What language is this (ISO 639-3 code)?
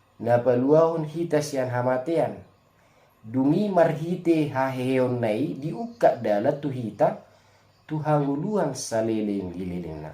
bbc